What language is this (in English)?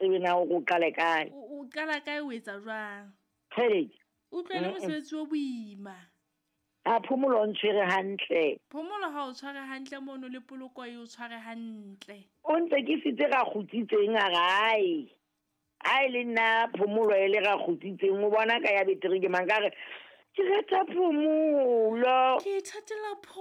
Southern Sotho